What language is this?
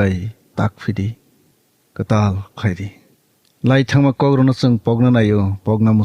Kok Borok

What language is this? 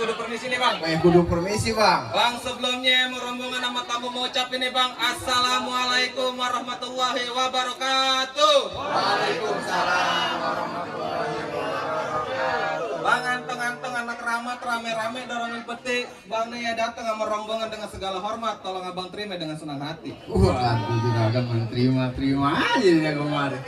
Betawi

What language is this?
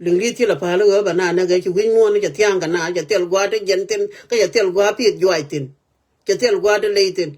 Nuer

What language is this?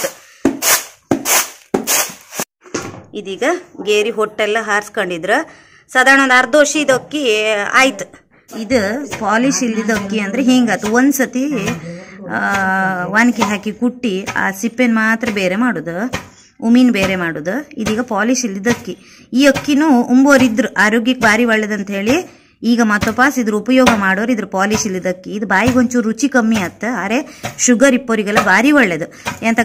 Kannada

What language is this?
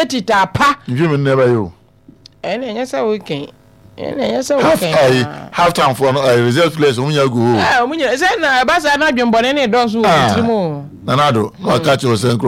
Akan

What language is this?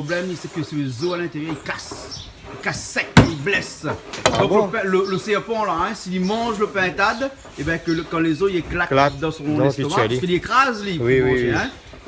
Réunion Creole French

